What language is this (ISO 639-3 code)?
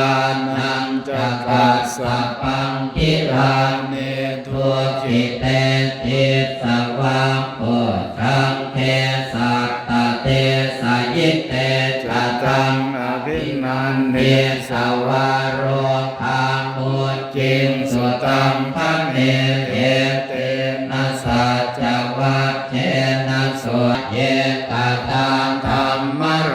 pli